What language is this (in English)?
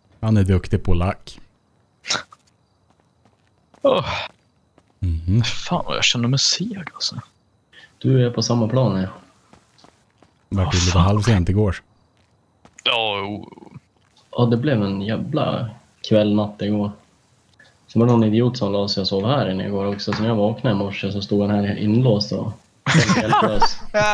Swedish